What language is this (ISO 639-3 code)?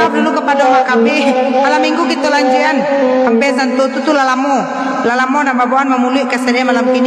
min